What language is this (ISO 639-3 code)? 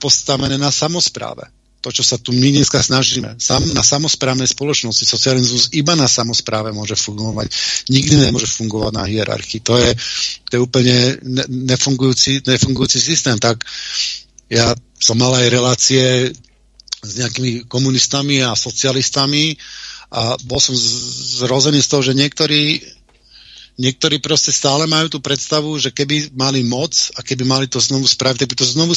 slk